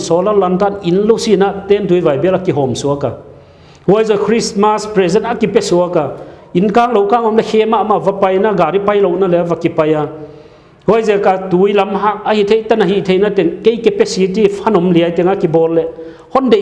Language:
Paite Chin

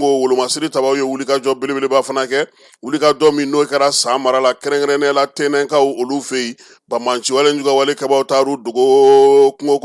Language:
Bambara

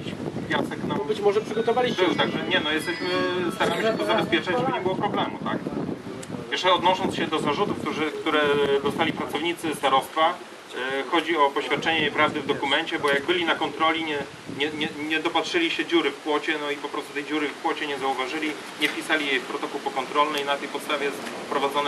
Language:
Polish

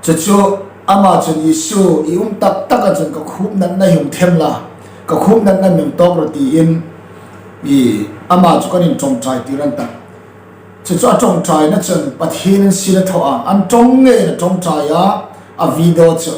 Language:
Hmar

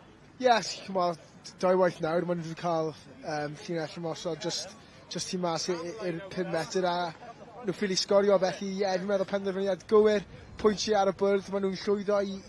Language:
Welsh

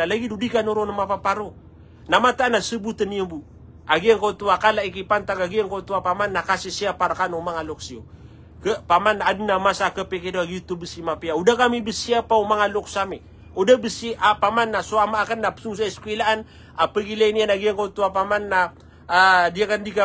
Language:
Maranao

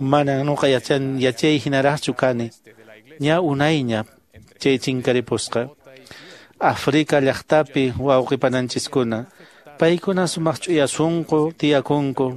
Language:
Quechua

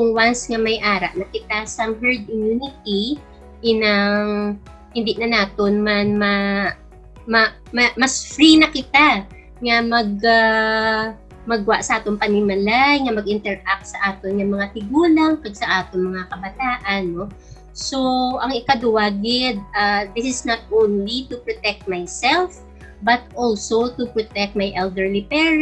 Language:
Hiligaynon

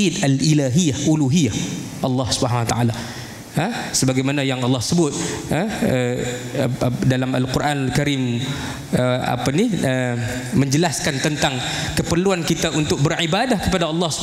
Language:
Malay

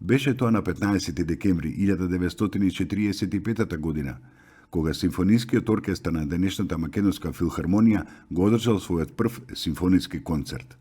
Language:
Macedonian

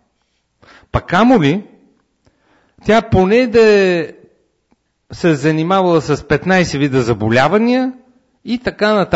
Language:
Bulgarian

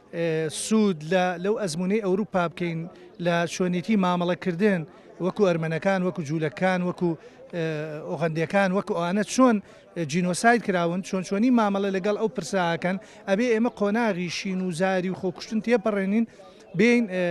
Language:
Central Kurdish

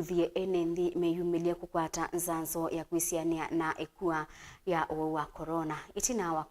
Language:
Kamba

